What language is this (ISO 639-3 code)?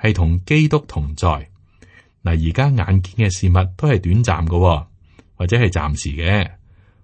yue